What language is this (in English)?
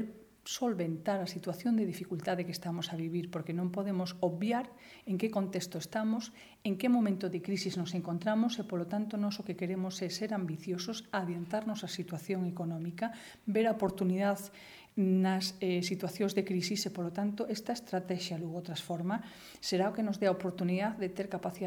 Galician